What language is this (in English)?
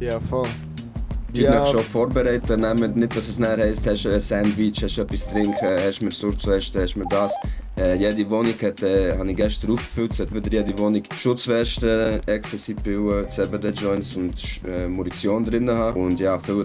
Swiss German